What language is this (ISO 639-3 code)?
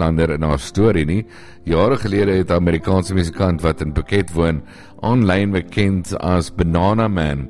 afr